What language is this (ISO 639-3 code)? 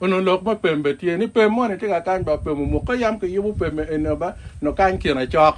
ach